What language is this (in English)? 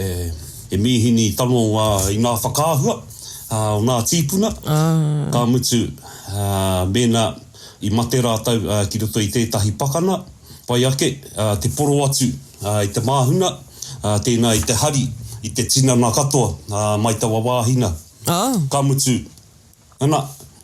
Māori